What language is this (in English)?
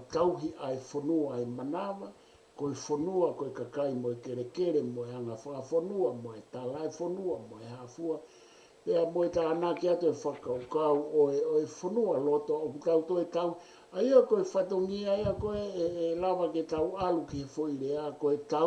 Tongan